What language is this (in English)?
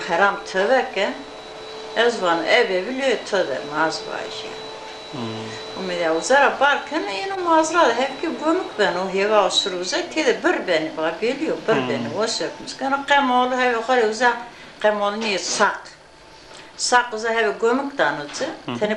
Zaza